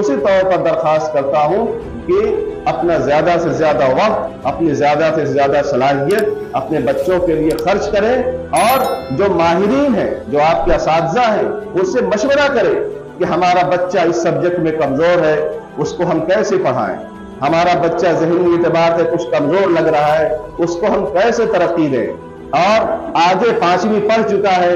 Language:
Urdu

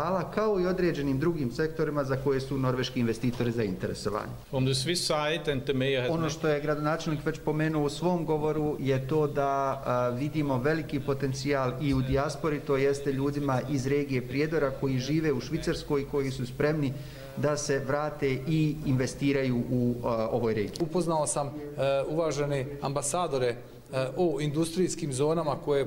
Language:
Bosnian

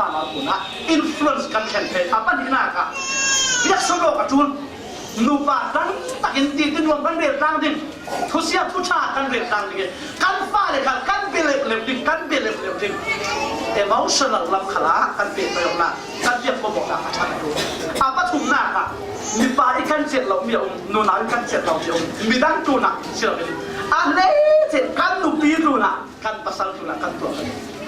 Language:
Falam Chin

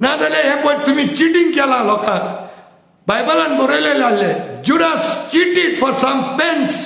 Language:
Konkani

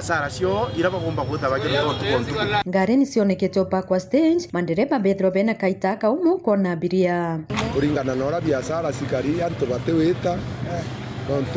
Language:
Meru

